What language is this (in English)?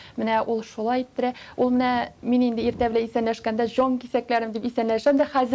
Tatar